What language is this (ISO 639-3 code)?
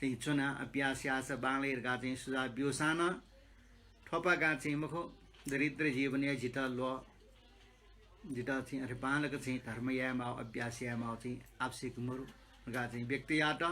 new